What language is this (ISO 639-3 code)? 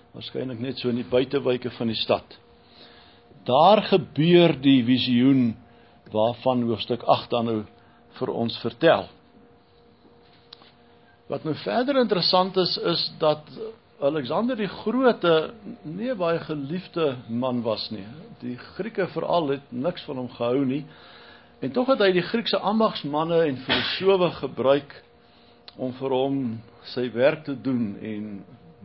afr